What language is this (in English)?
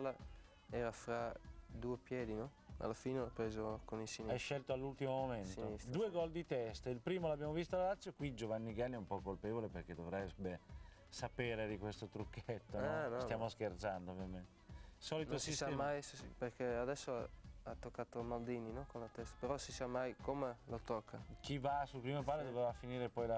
Italian